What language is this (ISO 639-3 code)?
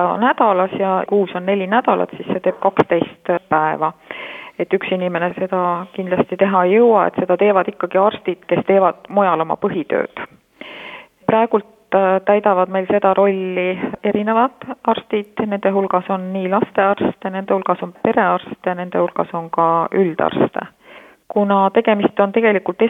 est